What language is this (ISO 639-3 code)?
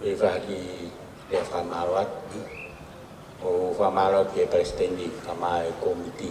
ton